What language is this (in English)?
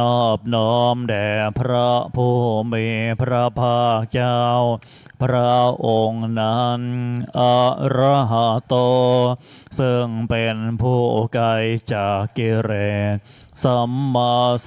Thai